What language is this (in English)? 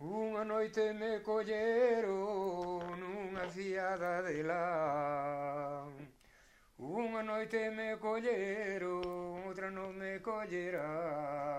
Galician